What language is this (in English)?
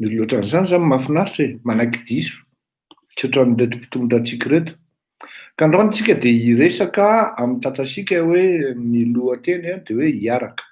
Malagasy